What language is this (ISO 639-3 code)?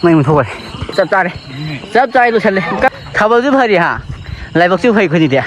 mni